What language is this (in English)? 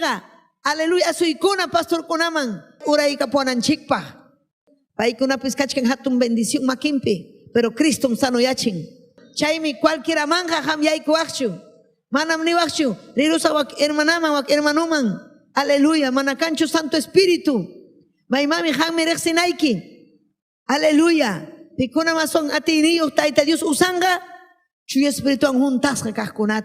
Ayacucho Quechua